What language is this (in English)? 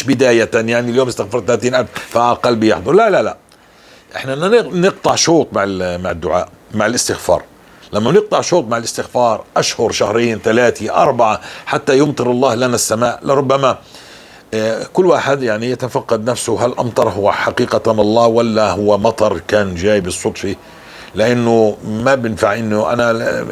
North Levantine Arabic